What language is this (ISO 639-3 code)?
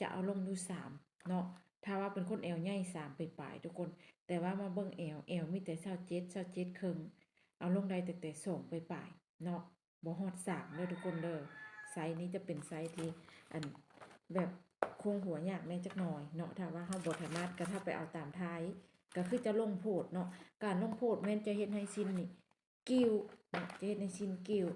lao